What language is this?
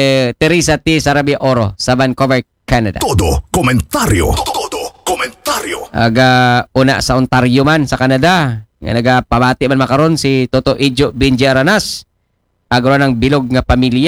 Aklanon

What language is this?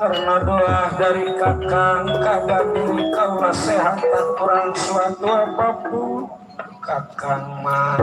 Betawi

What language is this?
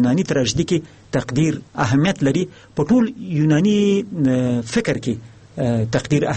Pashto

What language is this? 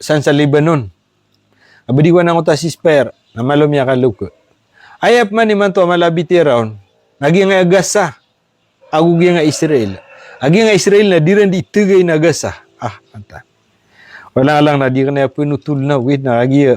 Maranao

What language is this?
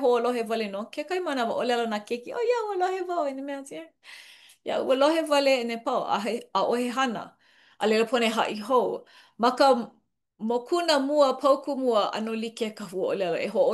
Hawaiian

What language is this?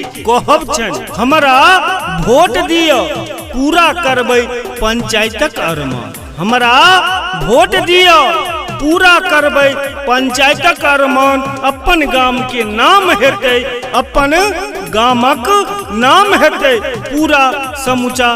Maithili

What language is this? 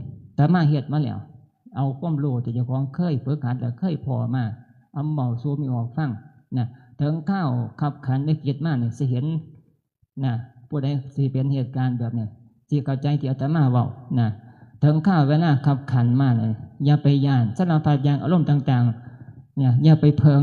Northeastern Thai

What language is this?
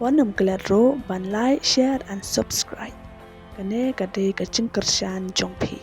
Khasi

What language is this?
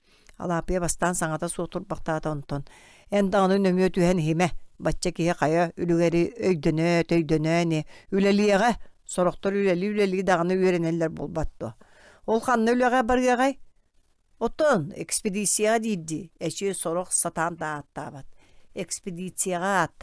Yakut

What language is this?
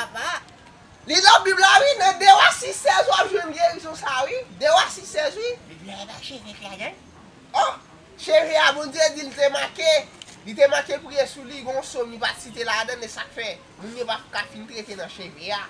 Haitian Creole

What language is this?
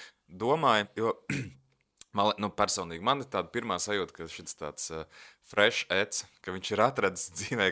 Latvian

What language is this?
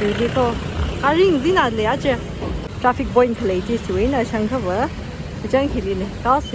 Tangkhul Naga (India)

